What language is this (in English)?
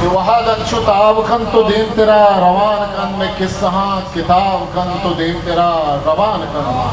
Eastern Balochi